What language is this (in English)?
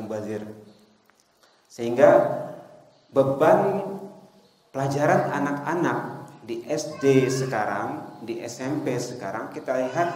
Indonesian